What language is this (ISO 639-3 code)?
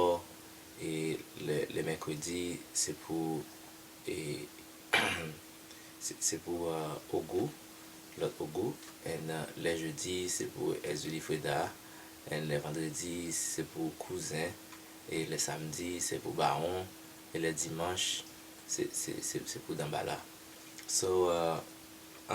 hat